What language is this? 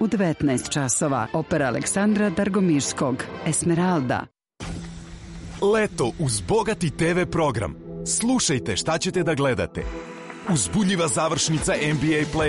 Serbian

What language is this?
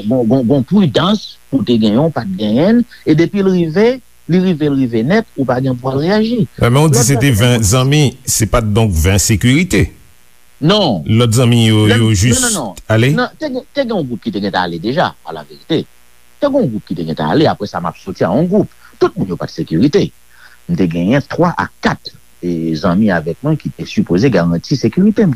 Haitian Creole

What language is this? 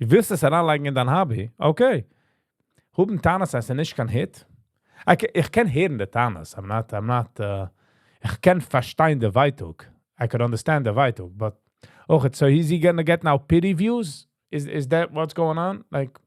Yiddish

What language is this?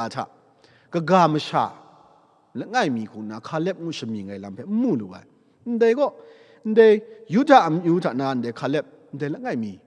Kachin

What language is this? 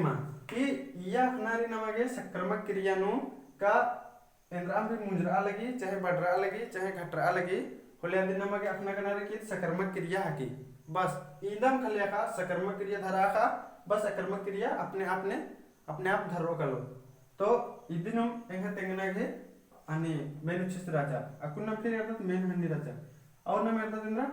Kurukh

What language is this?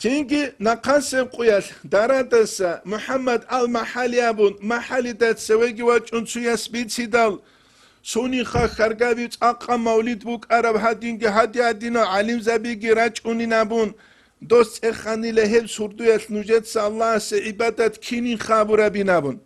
Avaric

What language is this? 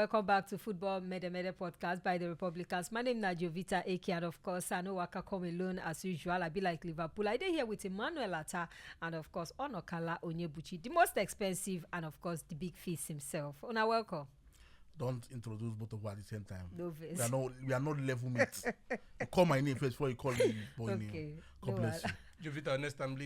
Nigerian Pidgin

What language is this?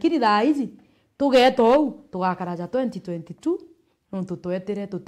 Meru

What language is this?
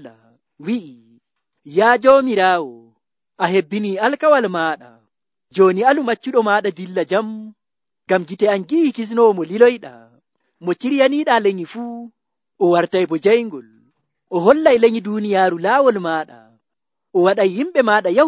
Nigerian Fulfulde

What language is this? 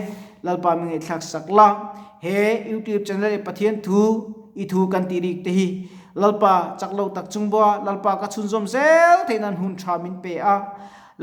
Mizo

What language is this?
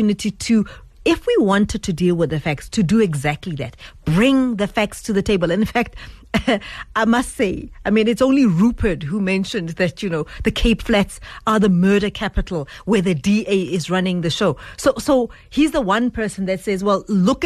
English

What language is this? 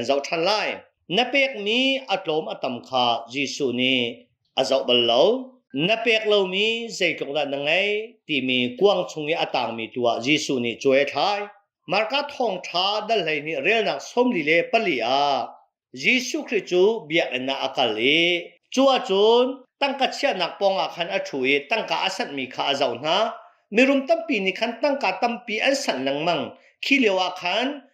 Hakha Chin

